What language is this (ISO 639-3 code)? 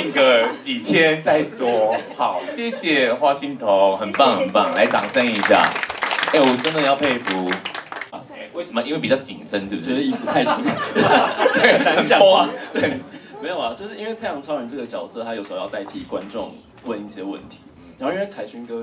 zho